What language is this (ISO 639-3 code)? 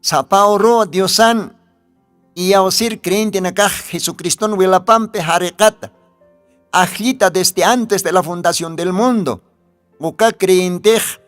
aym